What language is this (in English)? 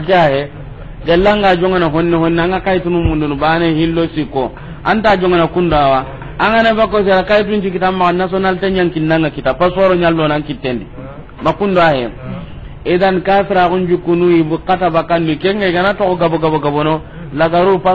Soninke